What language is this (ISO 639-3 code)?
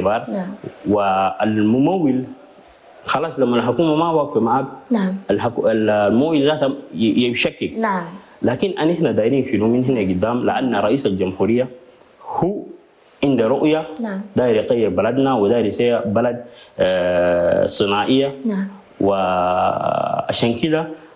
shu